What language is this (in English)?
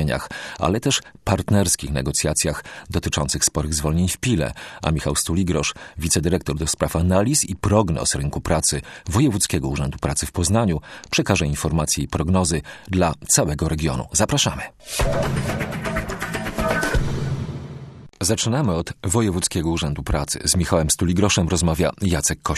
Polish